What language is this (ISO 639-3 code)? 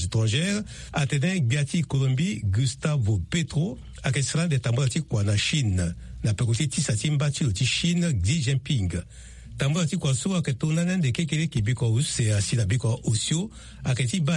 sag